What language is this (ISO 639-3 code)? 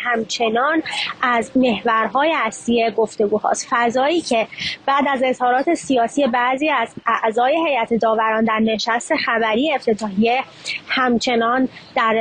fas